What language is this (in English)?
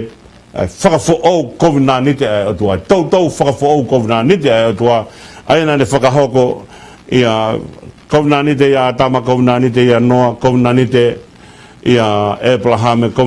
Tongan